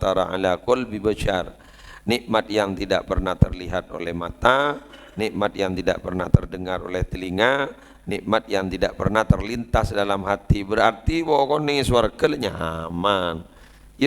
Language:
Madurese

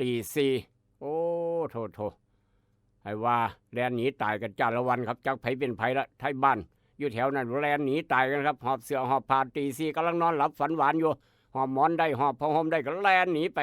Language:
Northeastern Thai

